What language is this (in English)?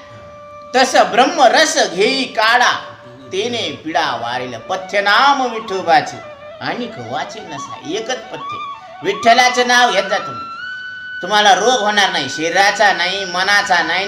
Marathi